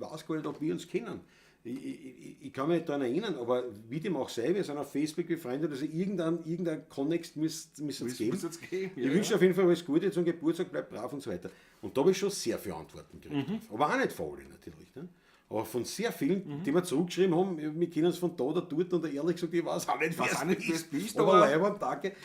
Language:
Bavarian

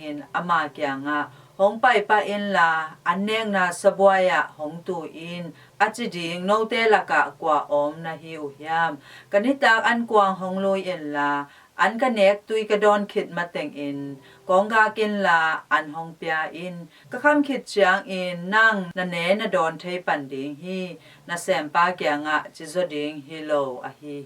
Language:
Tedim Chin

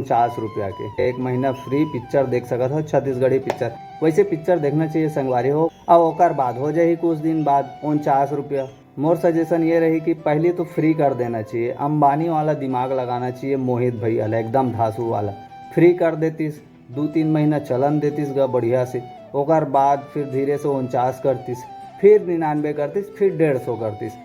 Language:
Chhattisgarhi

